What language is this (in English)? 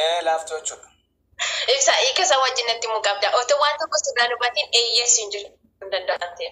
Oromo